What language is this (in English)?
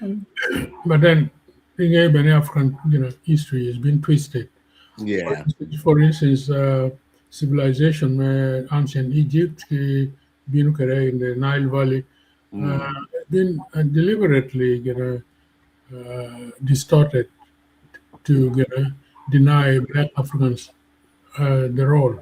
Acoli